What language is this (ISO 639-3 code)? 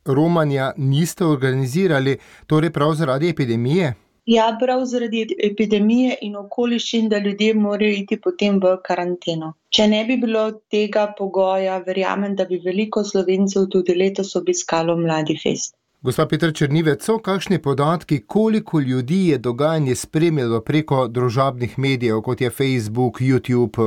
slv